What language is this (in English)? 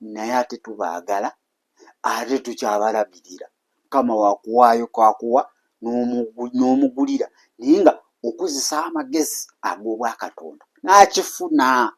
Ganda